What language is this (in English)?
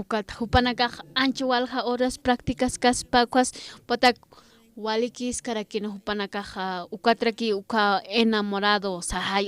Aymara